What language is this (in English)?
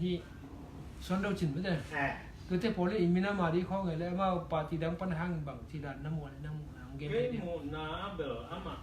Tedim Chin